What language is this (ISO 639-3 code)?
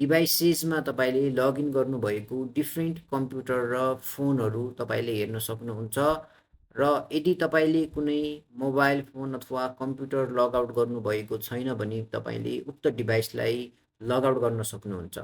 nep